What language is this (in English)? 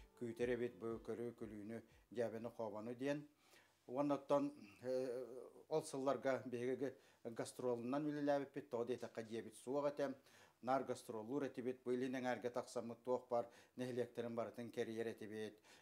Yakut